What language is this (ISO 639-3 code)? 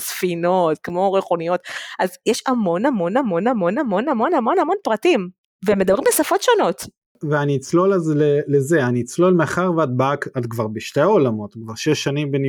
heb